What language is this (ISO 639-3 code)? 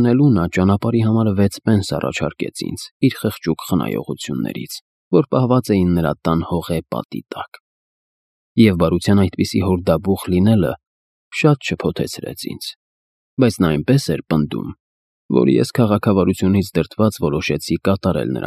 hye